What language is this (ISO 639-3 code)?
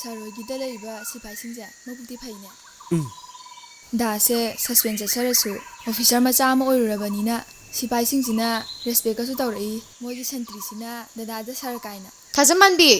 mni